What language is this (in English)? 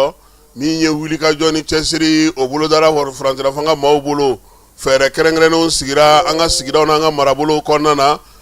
Bambara